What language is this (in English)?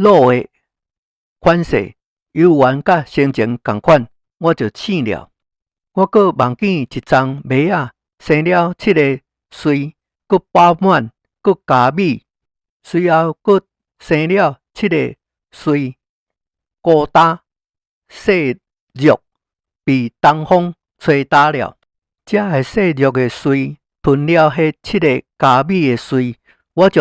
Min Nan Chinese